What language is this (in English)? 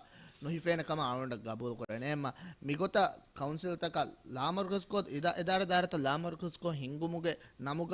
Divehi